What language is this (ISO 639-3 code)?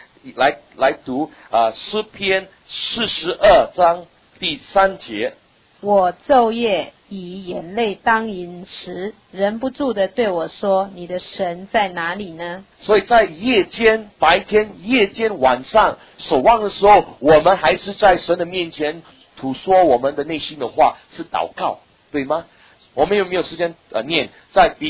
zho